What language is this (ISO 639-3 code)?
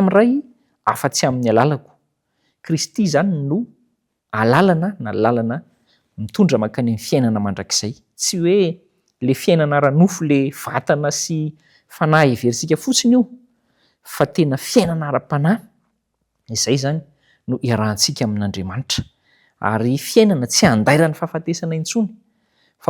mlg